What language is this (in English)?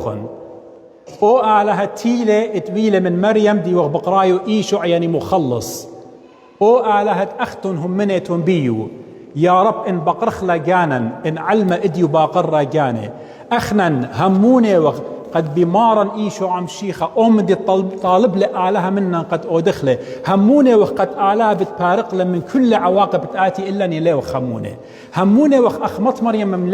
Assyrian Neo-Aramaic